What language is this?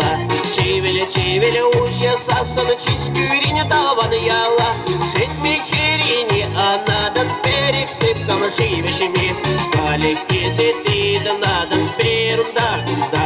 Chuvash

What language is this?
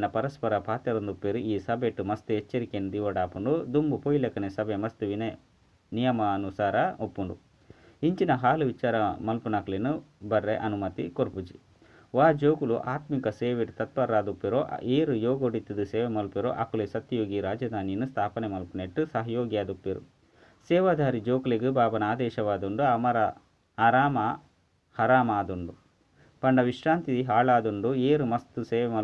Tulu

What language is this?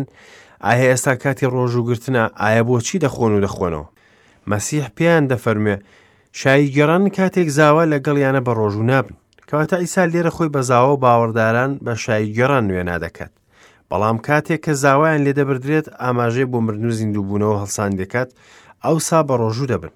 Central Kurdish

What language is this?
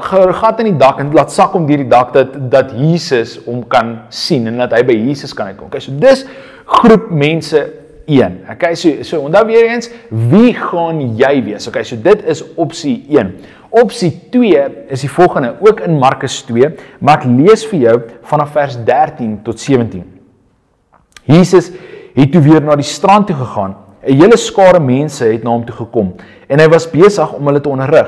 Afrikaans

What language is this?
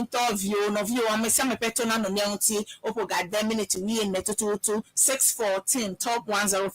Ewe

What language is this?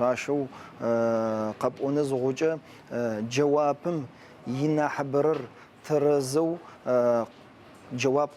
Adyghe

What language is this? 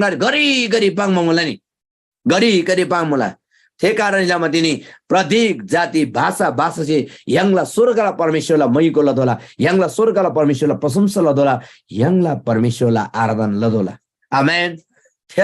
Eastern Tamang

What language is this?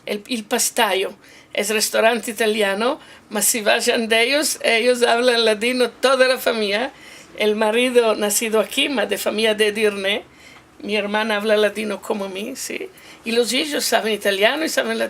Ladino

